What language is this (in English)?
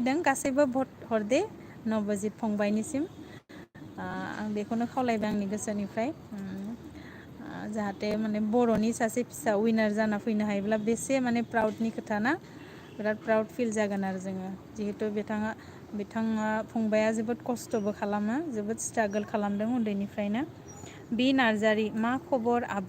Bodo